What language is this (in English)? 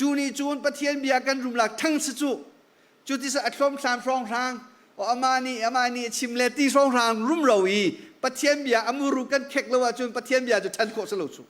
Hakha Chin